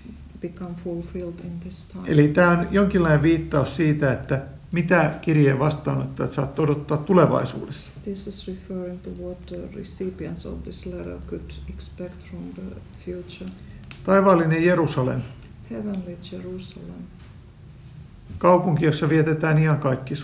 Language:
Finnish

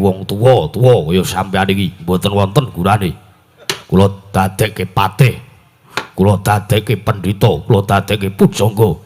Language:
Javanese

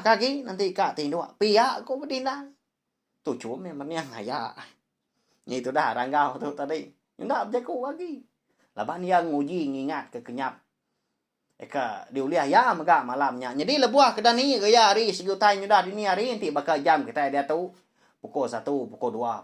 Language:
Iban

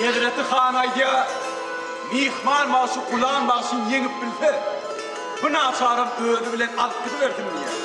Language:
Turkmen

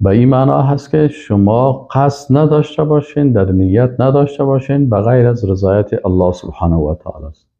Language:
Persian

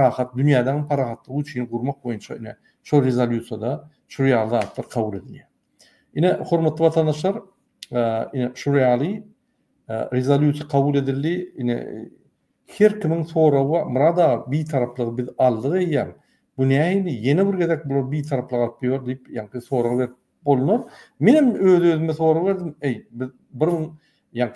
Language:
Turkmen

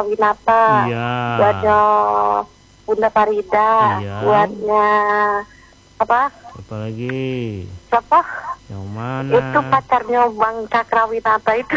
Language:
Indonesian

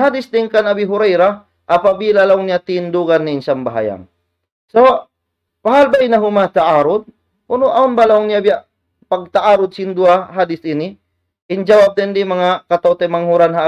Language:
Tausug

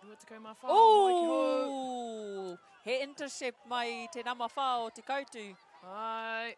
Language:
Māori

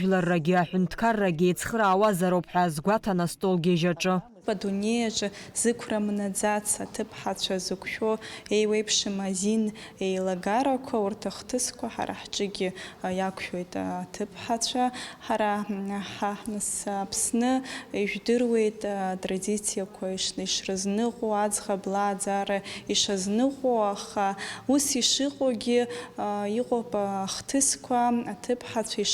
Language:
Abkhazian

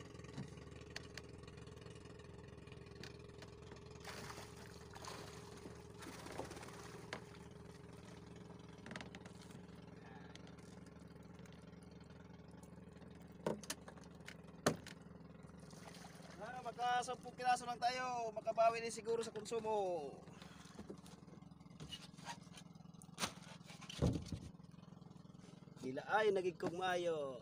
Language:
Filipino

